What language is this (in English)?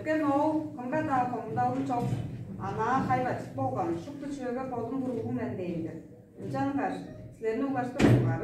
Tuvinian